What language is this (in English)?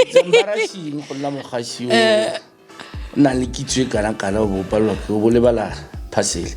Tswana